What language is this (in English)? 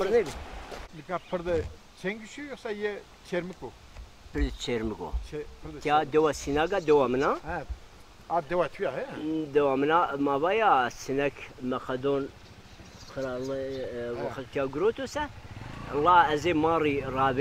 Zaza